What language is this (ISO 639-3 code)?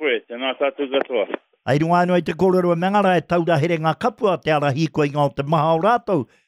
mri